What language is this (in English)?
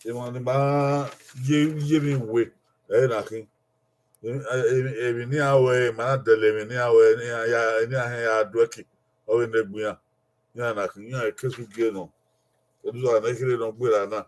Bini